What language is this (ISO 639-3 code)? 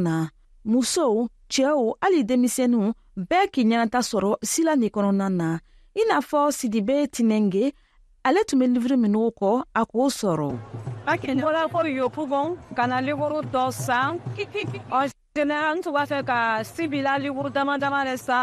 bam